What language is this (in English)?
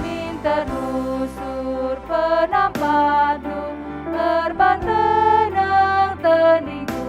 Batak Karo